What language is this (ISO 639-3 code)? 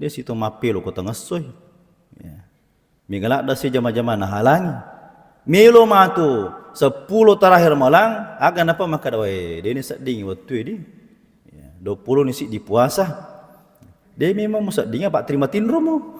bug